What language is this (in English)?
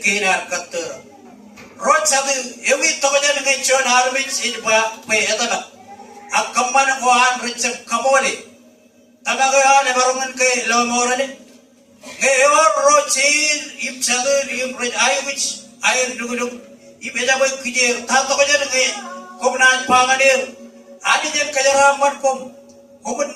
Marshallese